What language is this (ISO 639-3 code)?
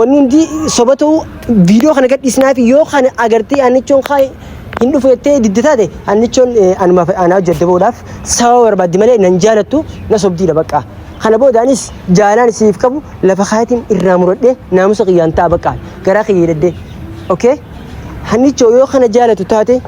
orm